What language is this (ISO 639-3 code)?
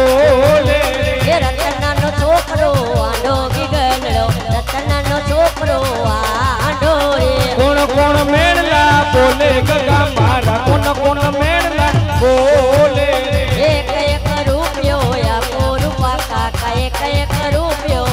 guj